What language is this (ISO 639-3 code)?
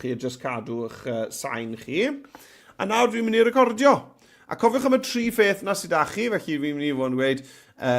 cym